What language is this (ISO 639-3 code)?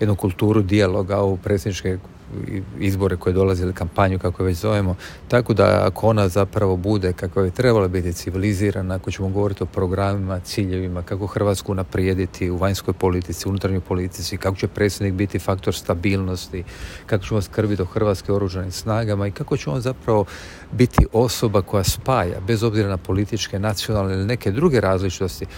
hrv